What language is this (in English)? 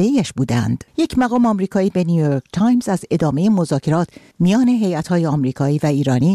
Persian